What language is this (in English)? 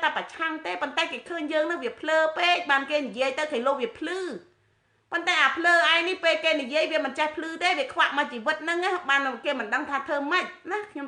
Khmer